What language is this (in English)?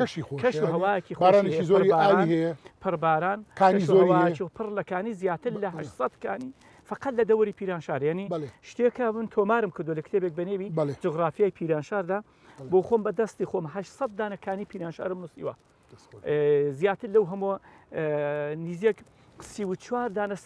Central Kurdish